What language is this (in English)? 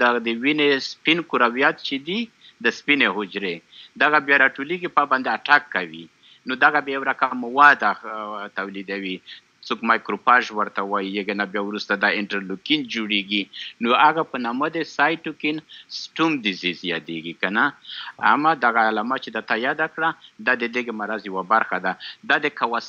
Pashto